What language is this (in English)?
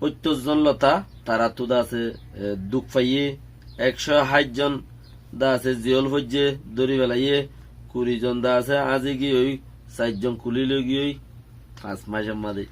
Rohingya